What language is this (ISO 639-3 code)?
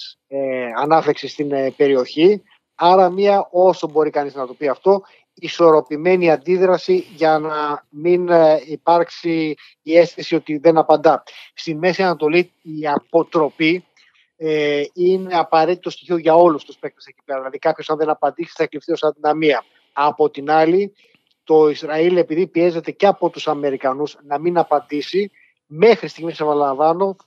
ell